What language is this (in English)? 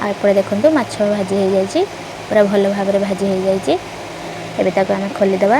Odia